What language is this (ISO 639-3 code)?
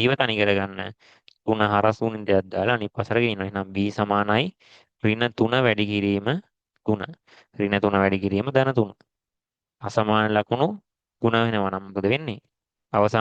sin